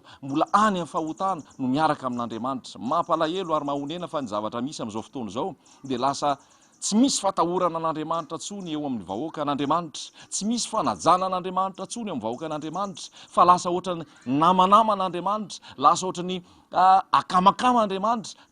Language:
Malagasy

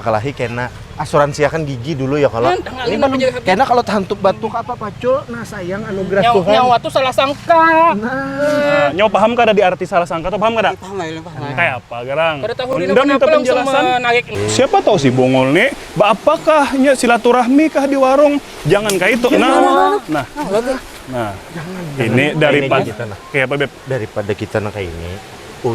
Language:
Banjar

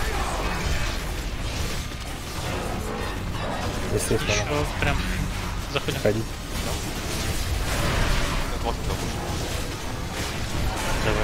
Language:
Russian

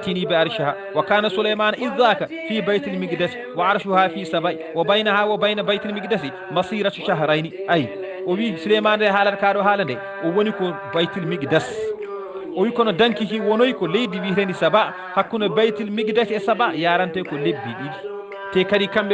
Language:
Fula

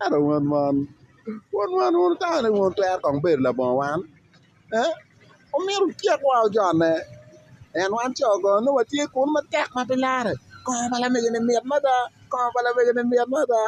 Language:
Acoli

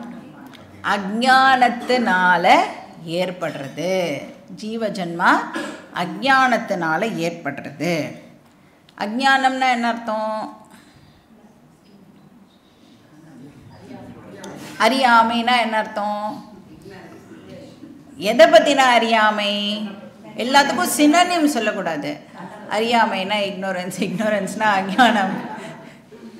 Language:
Tamil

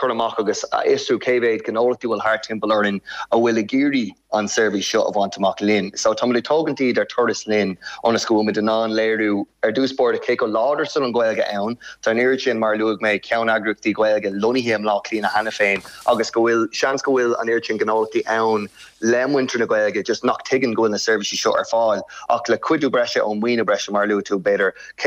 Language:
Irish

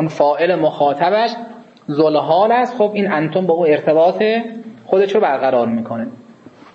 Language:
Persian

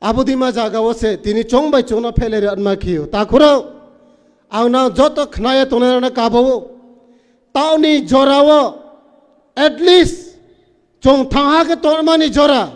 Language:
Riang (India)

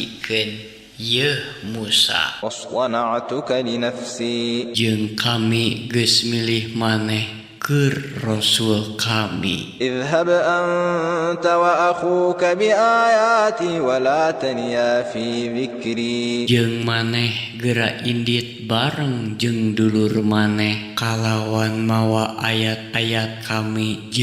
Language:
Sundanese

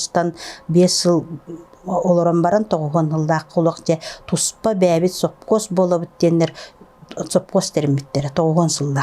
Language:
Yakut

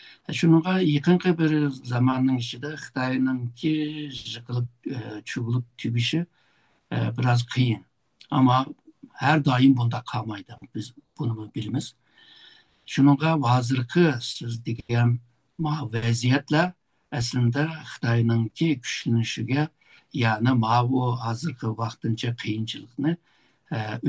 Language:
Uyghur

